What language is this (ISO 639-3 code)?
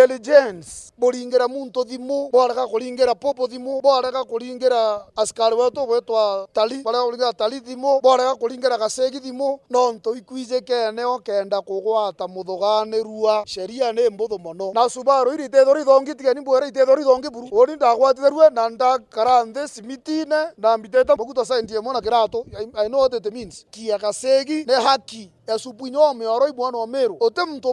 mer